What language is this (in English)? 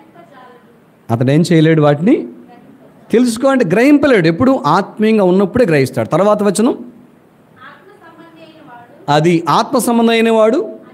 Telugu